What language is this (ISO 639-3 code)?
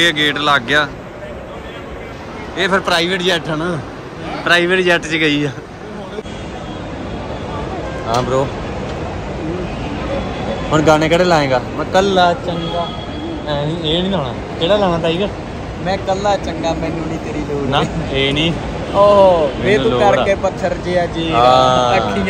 pan